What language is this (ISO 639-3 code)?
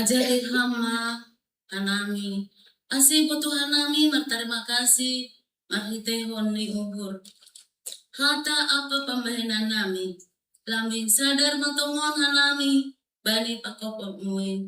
bts